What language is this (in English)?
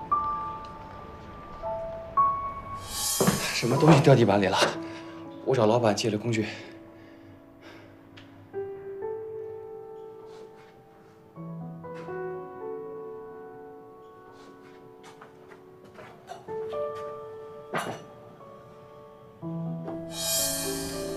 Chinese